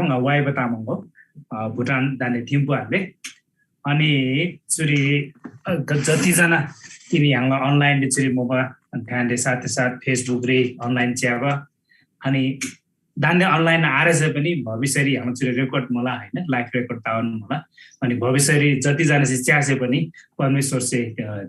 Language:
Eastern Tamang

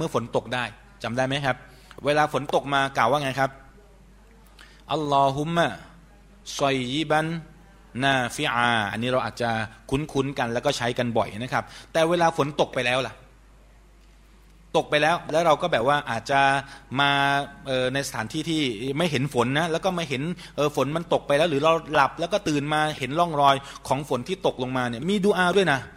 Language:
Thai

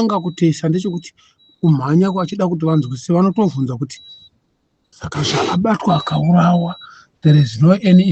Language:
Shona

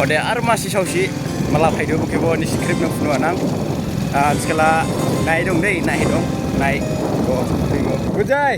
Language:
Dimasa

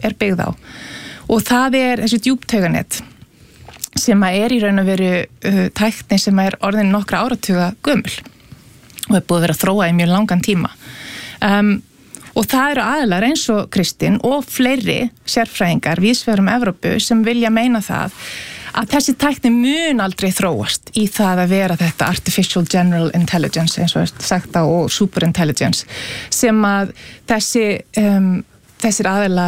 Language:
Icelandic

